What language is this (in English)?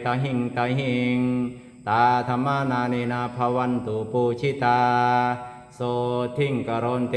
Pali